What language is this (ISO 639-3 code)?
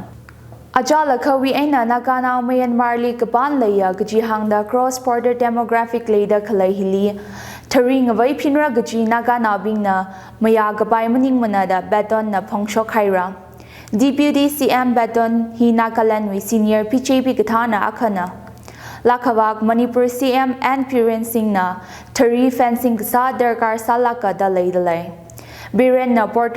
nmf